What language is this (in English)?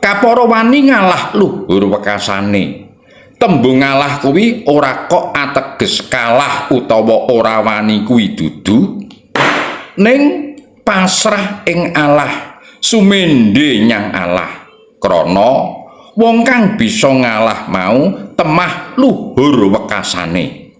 Javanese